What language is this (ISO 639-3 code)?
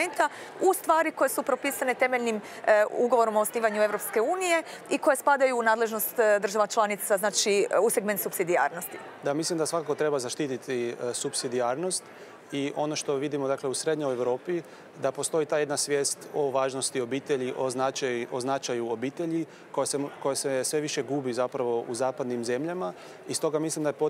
hrv